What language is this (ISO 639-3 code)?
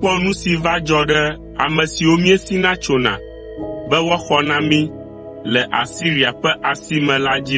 ewe